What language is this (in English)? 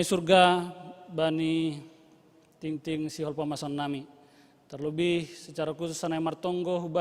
Batak Simalungun